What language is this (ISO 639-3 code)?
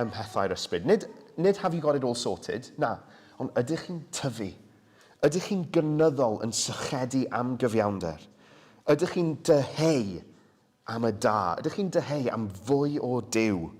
cym